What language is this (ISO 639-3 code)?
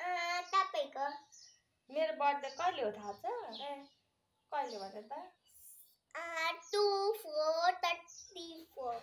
nep